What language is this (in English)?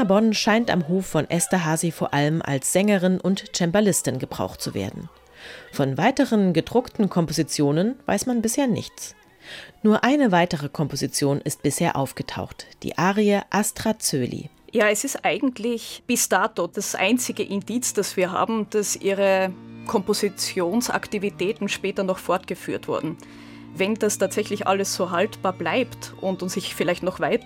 German